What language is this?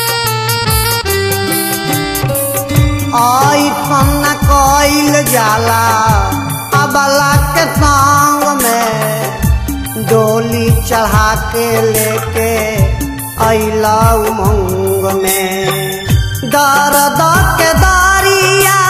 Bhojpuri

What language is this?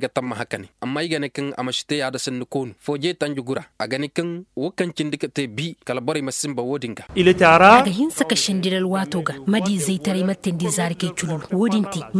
Zarma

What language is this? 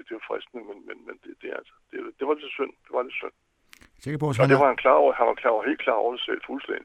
Danish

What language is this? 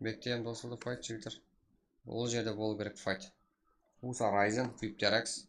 Kara-Kalpak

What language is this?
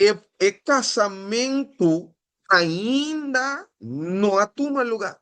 Papiamento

